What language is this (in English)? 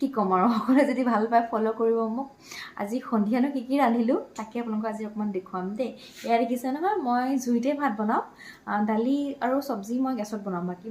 Assamese